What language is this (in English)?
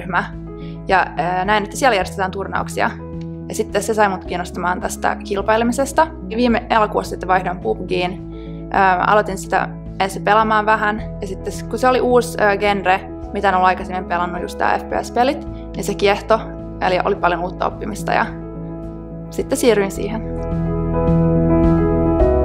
Finnish